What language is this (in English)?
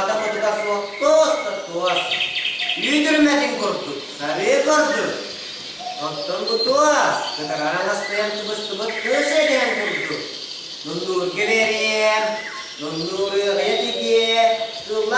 Yakut